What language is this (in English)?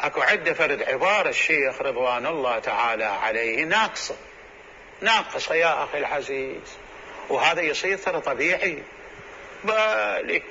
Mesopotamian Arabic